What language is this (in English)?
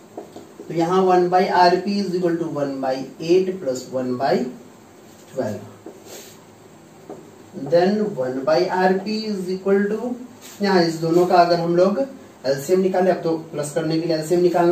Hindi